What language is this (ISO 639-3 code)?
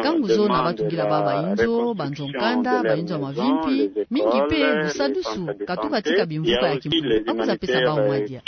ktu